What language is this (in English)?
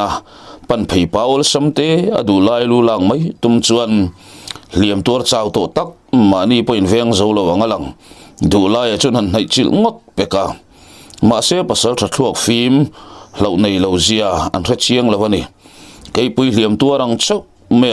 Mizo